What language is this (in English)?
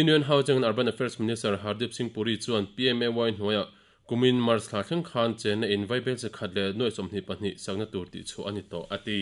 Mizo